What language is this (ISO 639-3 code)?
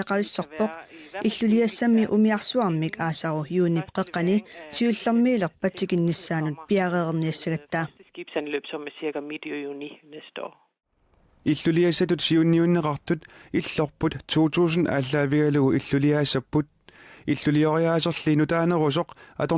kal